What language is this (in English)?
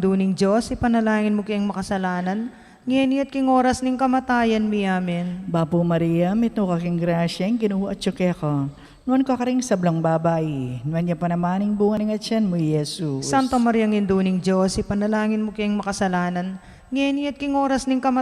Pampanga